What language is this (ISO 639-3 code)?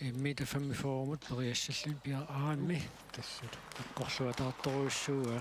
kal